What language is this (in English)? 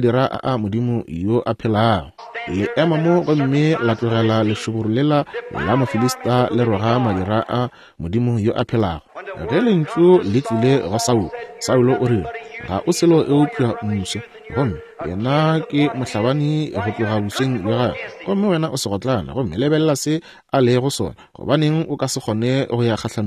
Northern Sotho